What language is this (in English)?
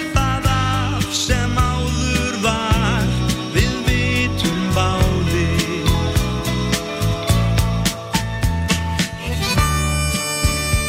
Icelandic